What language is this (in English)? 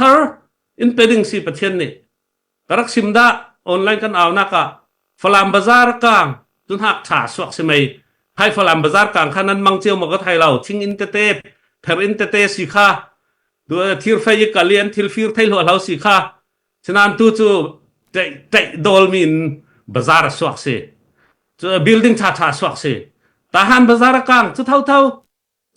Falam Chin